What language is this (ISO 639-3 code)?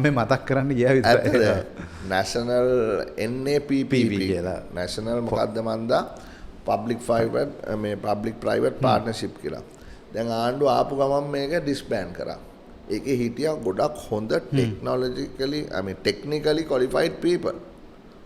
sin